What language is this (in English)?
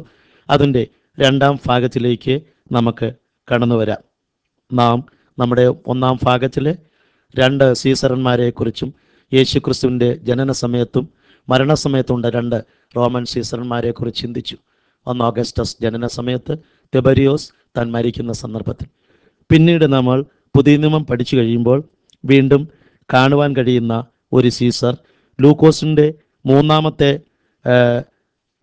Malayalam